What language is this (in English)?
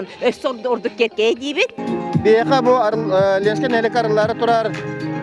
Yakut